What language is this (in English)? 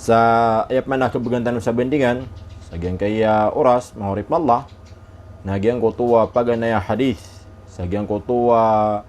Maranao